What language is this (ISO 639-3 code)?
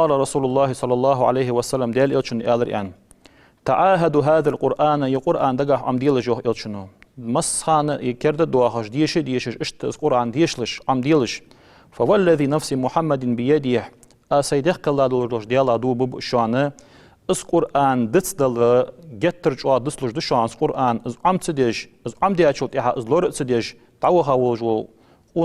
inh